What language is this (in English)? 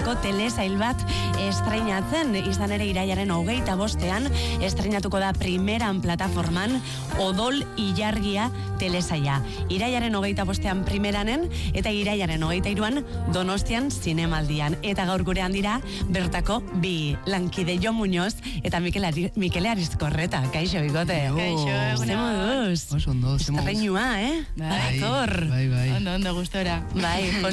Basque